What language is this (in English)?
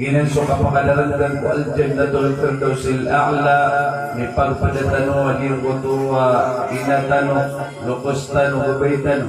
Maranao